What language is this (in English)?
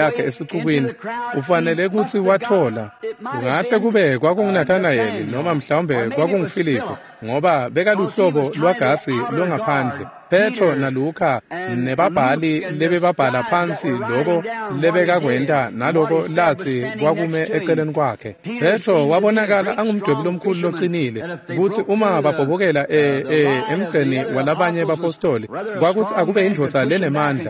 Swati